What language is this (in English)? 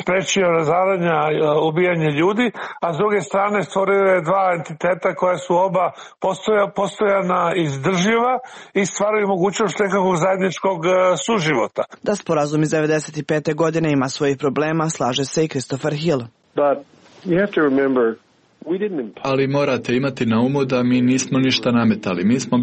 Serbian